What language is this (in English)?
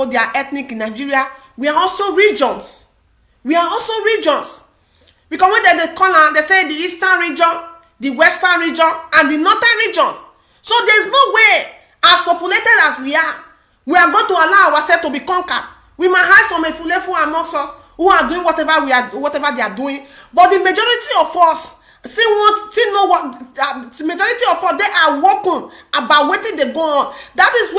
Nigerian Pidgin